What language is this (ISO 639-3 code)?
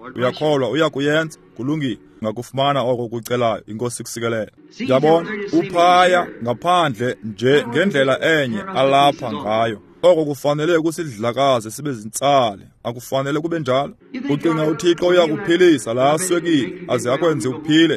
xho